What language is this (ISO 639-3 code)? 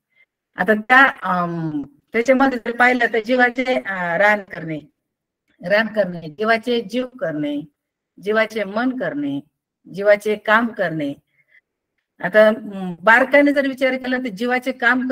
mar